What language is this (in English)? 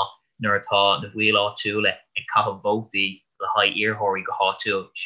Irish